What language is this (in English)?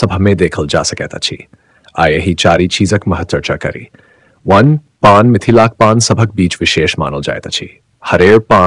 Maithili